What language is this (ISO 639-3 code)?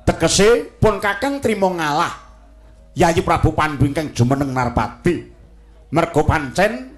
jav